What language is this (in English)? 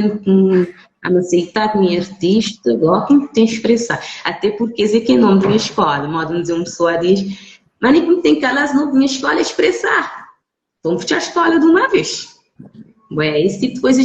Kabuverdianu